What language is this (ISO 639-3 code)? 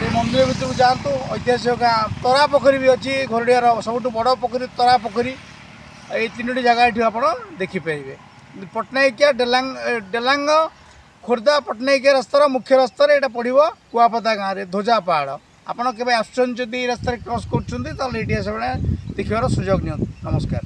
ori